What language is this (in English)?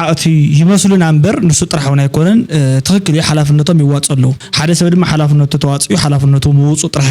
Tigrinya